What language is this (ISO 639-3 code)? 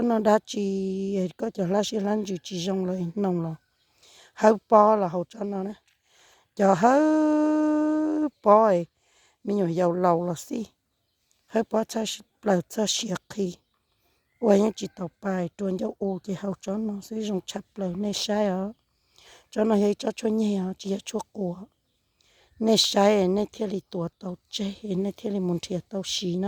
hmn